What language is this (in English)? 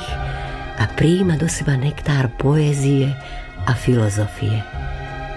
Slovak